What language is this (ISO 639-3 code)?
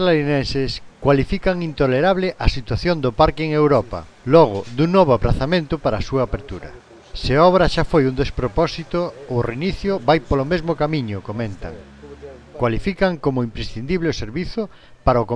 glg